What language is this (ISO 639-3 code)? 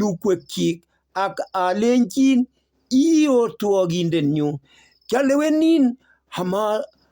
kln